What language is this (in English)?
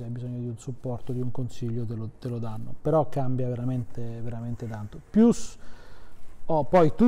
Italian